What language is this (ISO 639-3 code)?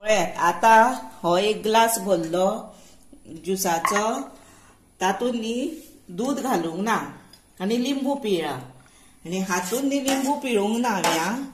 kok